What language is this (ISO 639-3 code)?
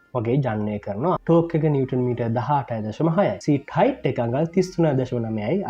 sin